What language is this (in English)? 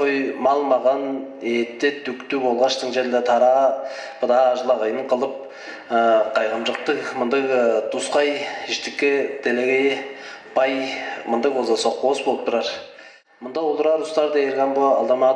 Tuvinian